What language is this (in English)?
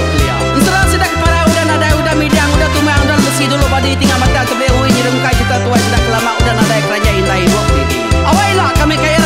Iban